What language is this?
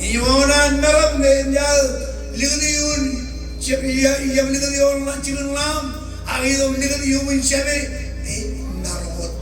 Marshallese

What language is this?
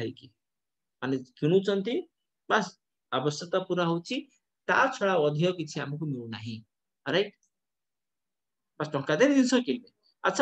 Odia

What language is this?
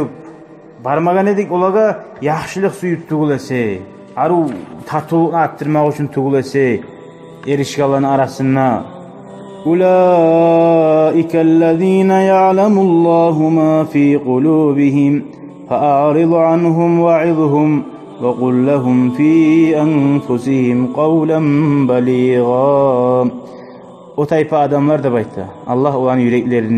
Kumyk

